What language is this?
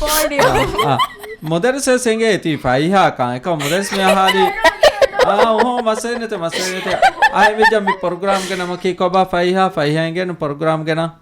Divehi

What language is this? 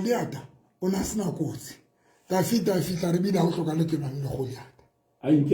Southern Sotho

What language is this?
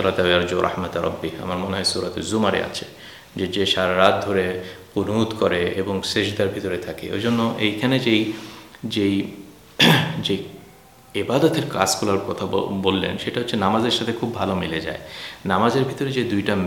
Bangla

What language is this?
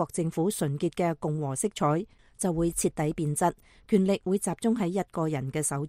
Cantonese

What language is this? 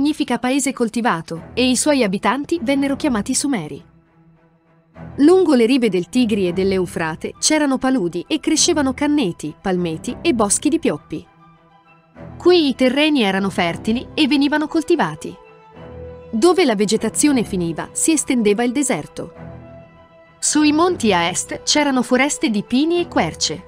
Italian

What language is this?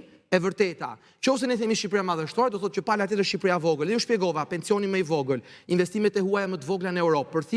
Albanian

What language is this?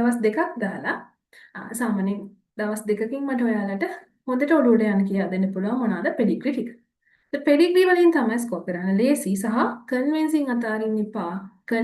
Sinhala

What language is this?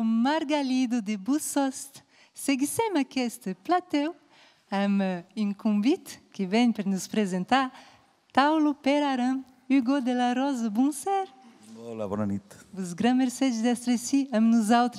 Occitan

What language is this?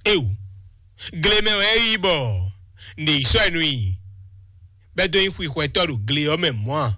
Fon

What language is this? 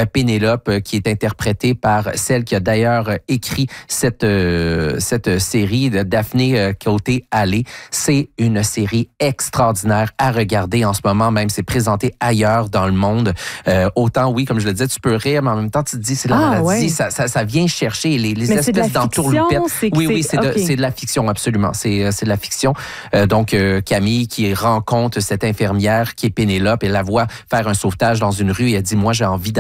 French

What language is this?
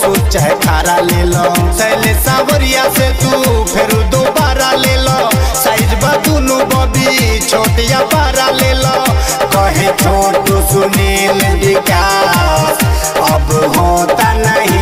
Bhojpuri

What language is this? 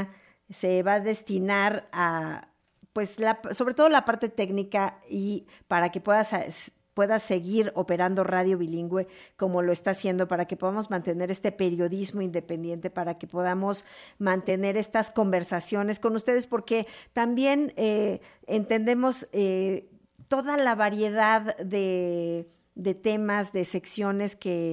Spanish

